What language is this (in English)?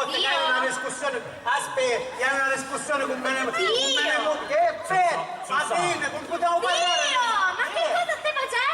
Sicilian